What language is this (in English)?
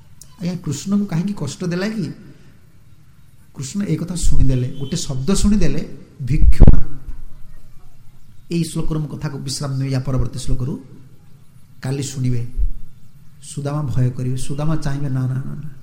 Odia